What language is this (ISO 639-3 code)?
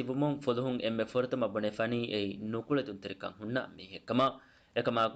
div